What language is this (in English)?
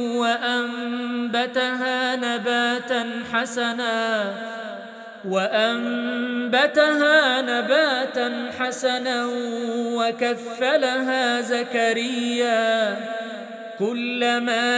Arabic